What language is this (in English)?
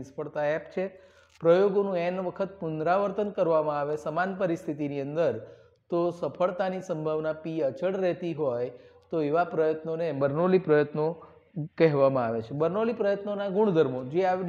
Gujarati